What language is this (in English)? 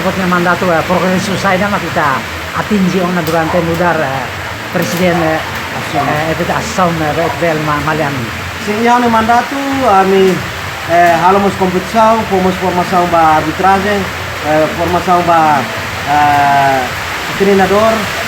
Tetum